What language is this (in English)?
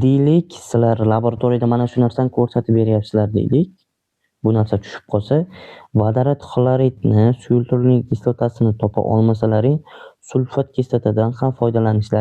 Uzbek